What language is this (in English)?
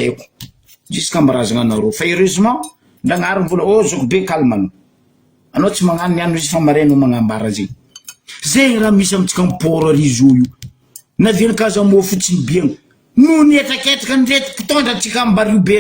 Malagasy